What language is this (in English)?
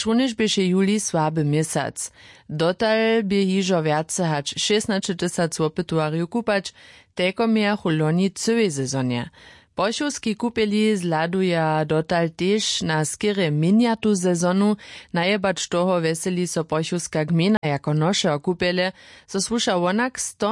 Upper Sorbian